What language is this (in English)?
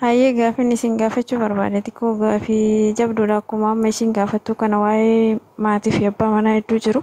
Oromo